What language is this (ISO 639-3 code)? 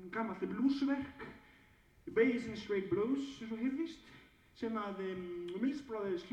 isl